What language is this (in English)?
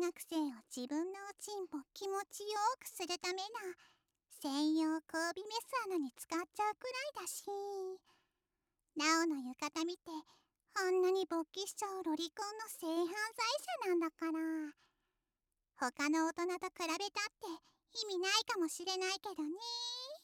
Japanese